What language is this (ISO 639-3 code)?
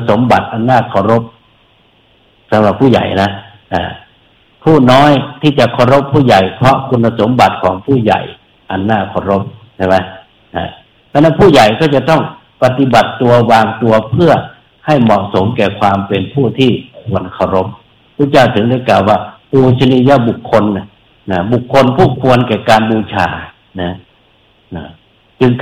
tha